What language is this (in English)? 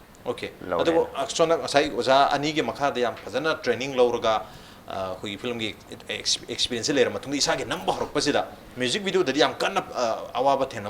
Manipuri